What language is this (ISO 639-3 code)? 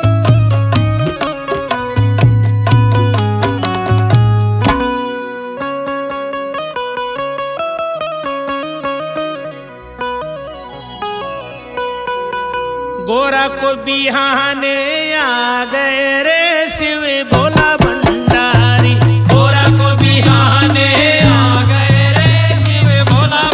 bho